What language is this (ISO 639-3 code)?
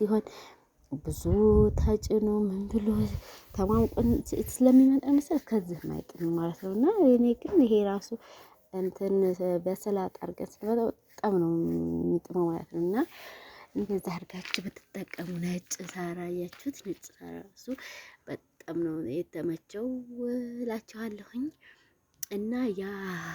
amh